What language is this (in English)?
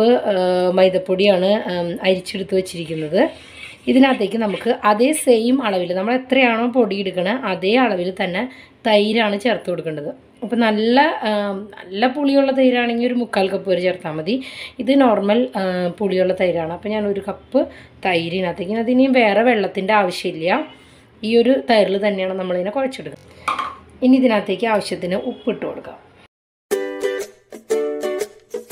Malayalam